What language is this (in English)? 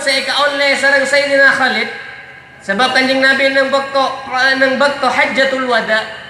Madurese